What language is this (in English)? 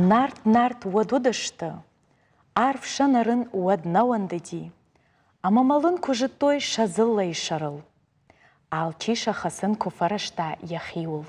Ossetic